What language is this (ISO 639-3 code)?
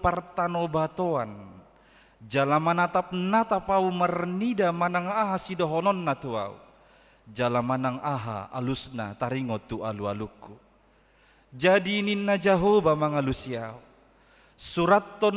bbc